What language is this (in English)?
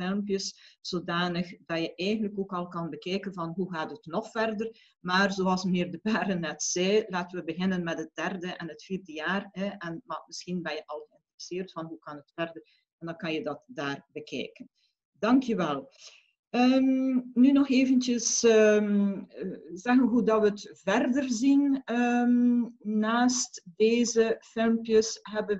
Dutch